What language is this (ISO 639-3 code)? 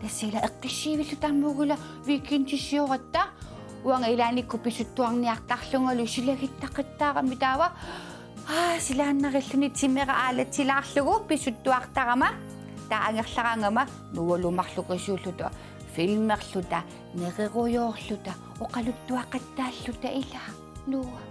kal